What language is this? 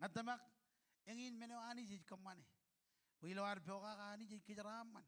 Marshallese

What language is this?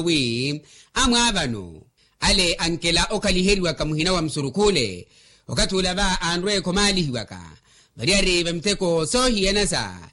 Makhuwa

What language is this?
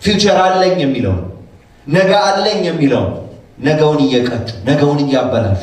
Amharic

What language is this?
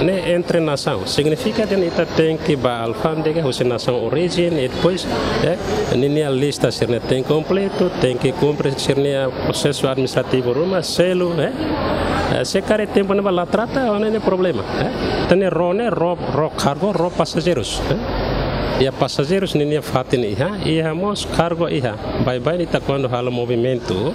Tetum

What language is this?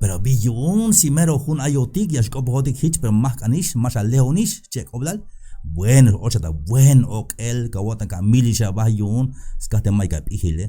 Tzeltal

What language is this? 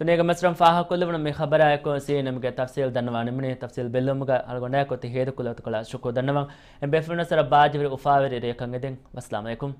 Divehi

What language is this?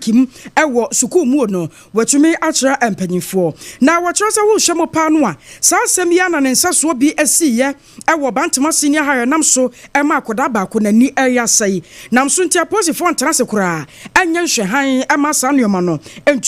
Akan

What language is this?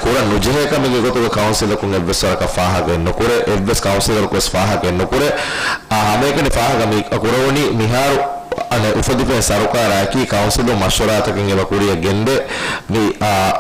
Divehi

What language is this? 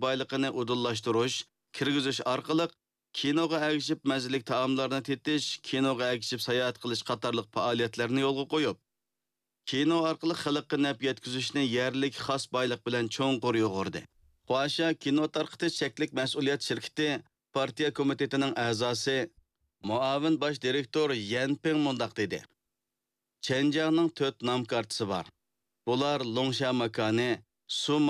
Uyghur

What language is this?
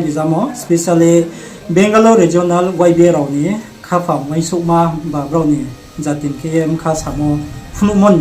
Riang (India)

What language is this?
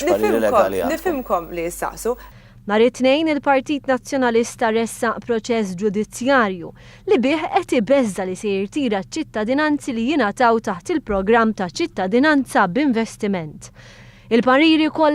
Maltese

